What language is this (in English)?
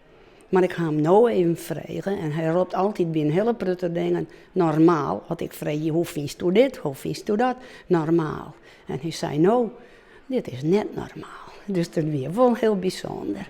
Western Frisian